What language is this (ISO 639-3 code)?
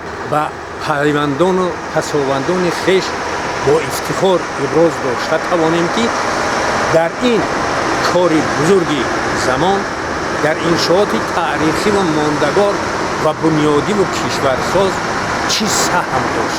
tgk